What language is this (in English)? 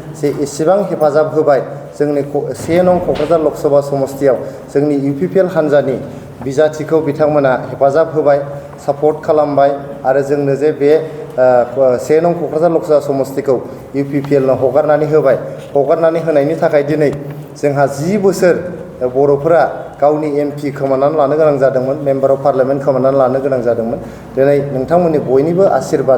Bodo